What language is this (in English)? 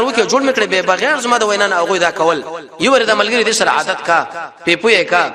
Pashto